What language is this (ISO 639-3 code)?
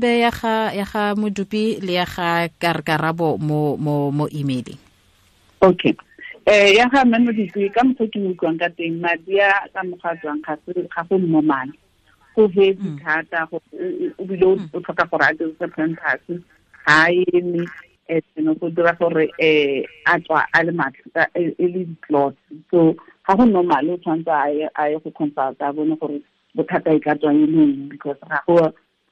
tsn